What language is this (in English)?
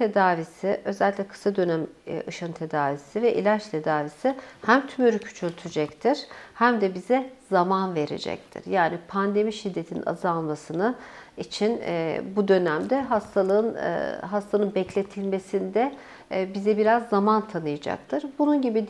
Turkish